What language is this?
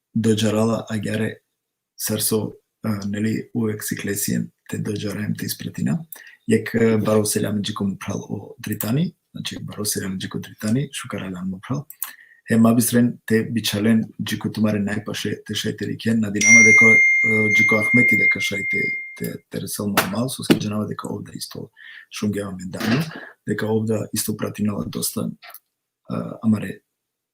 Balkan Romani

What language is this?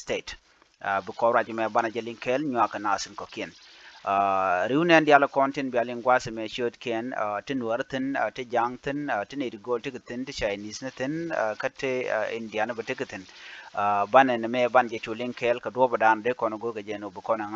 Nuer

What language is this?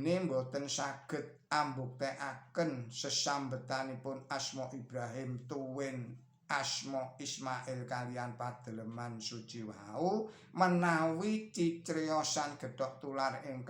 Javanese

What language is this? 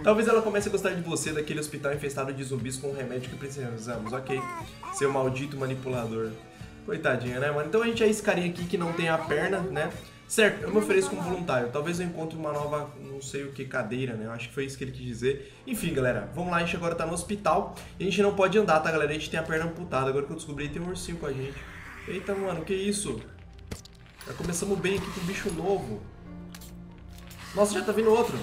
Portuguese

